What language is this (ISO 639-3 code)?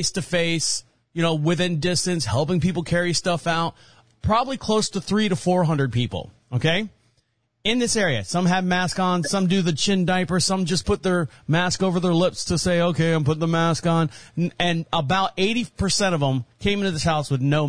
eng